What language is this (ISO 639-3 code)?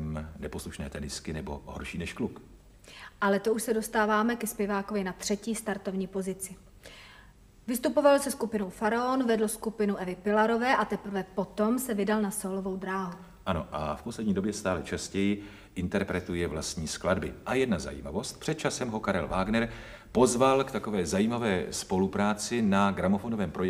ces